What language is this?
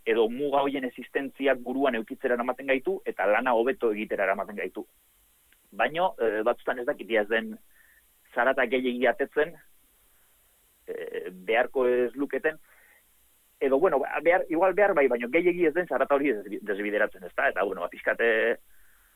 Basque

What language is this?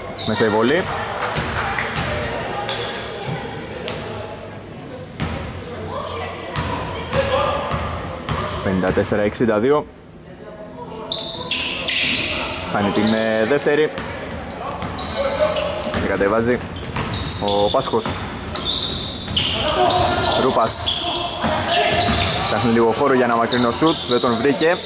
Greek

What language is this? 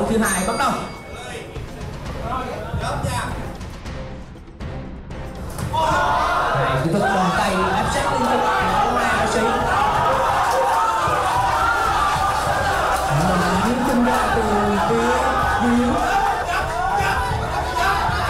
Vietnamese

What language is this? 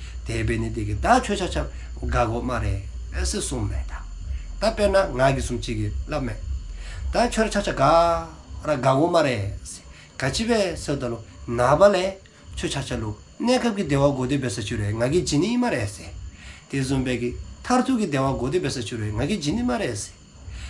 Dzongkha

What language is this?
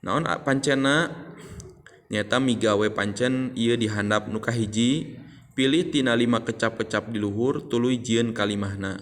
Sundanese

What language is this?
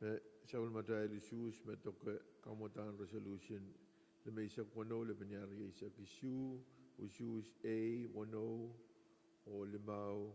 Pohnpeian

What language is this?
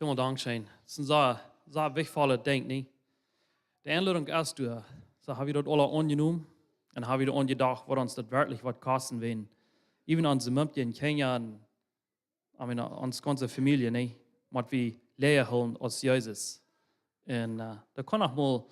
Plautdietsch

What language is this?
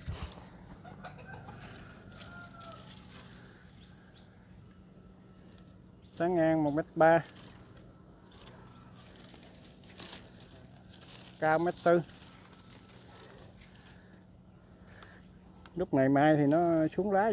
Vietnamese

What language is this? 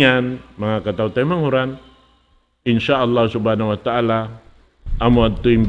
Tausug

